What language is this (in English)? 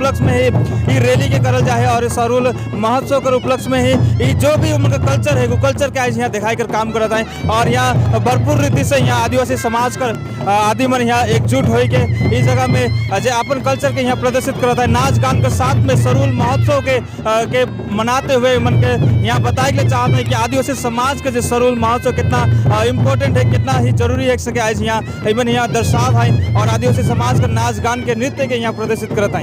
Sadri